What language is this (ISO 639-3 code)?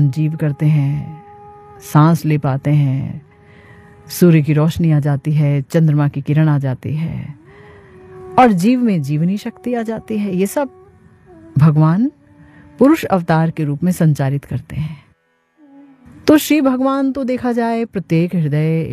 hin